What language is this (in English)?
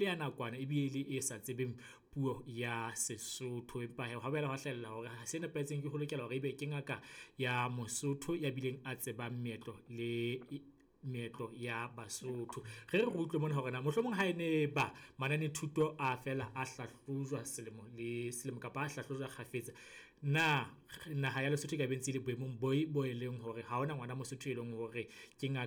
Southern Sotho